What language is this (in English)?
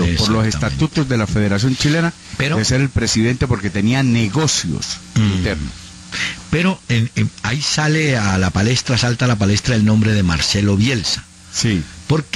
Spanish